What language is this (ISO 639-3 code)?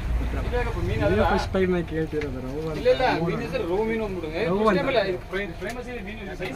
kan